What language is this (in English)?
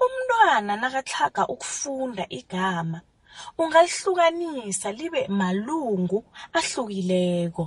South Ndebele